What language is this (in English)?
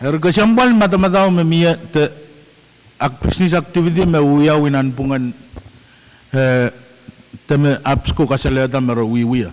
Pohnpeian